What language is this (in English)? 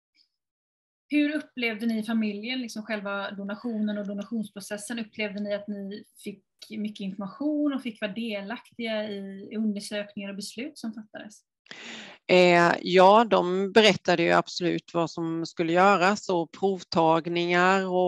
Swedish